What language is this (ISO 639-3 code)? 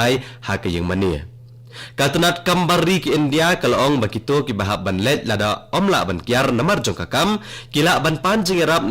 kha